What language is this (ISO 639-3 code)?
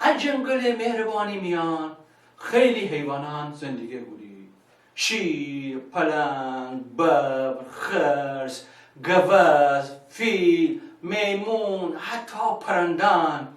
glk